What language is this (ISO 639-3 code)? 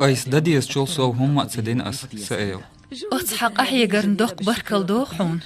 che